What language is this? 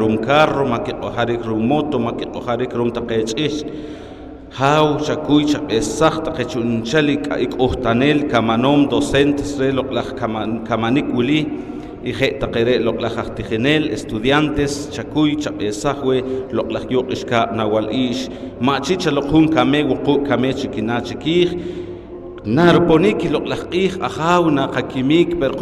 Poqomchi'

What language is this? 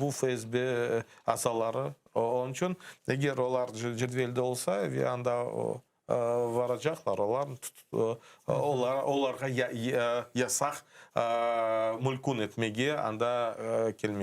Crimean Tatar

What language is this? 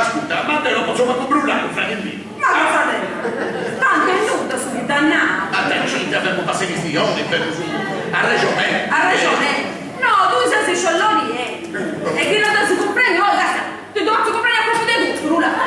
Sardinian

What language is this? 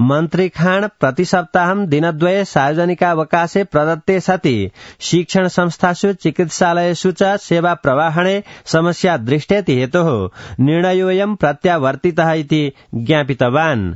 Sanskrit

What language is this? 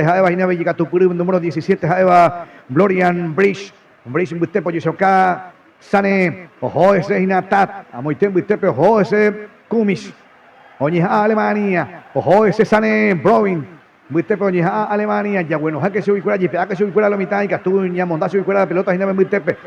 Guarani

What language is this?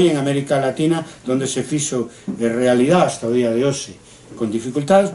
Galician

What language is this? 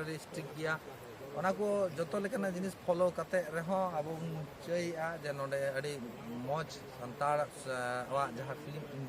Santali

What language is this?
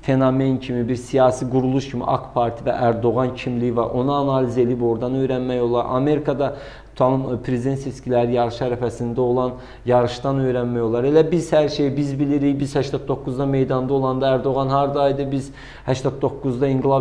Azerbaijani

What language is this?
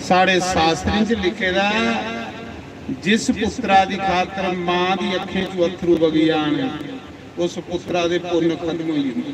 Dogri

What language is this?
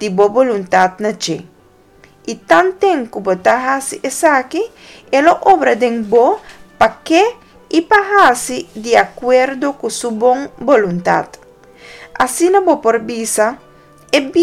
Papiamento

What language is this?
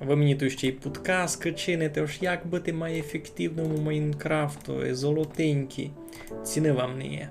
Rusyn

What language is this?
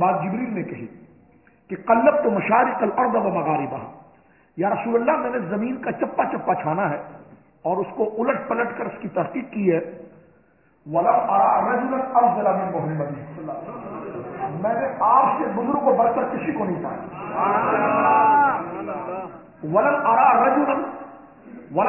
Urdu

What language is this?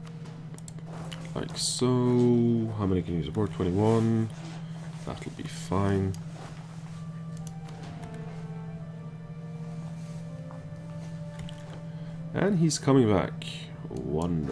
English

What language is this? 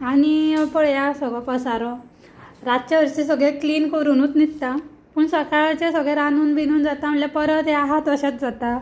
Konkani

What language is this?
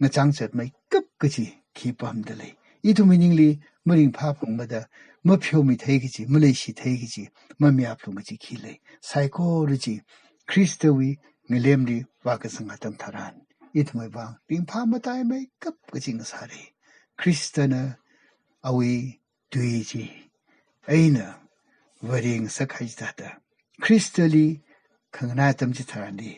Tangkhul Naga (India)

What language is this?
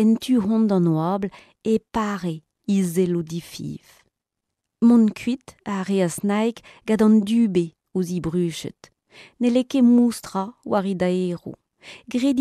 Breton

